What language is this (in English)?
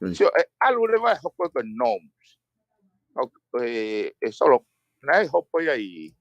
Tongan